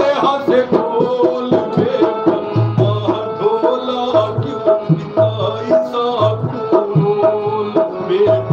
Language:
Saraiki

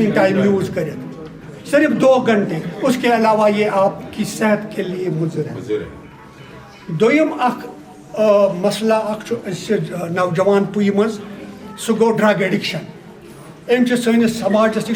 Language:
Kashmiri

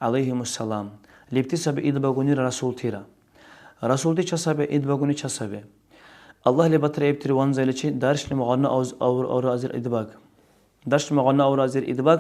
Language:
Dargwa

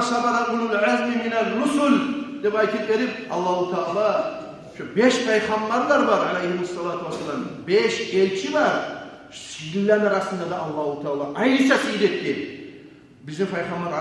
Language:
Kumyk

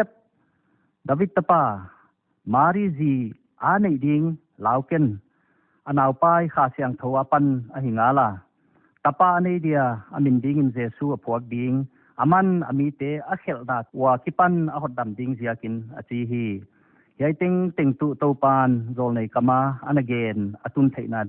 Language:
Paite Chin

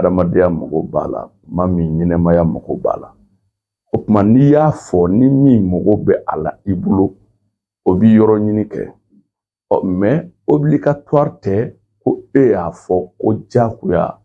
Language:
Bambara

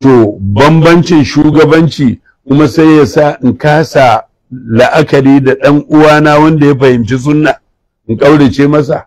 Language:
Hausa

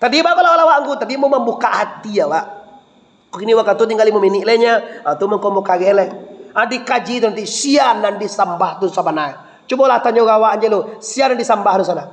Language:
Minangkabau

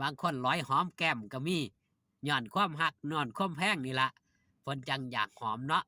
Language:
Northeastern Thai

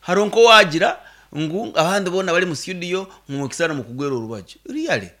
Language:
Nyankole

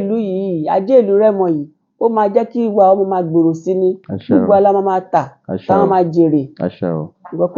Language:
Yoruba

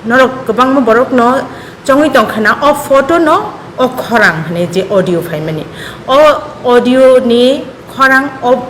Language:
Kok Borok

